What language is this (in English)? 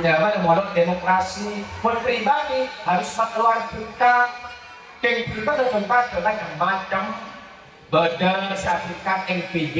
Madurese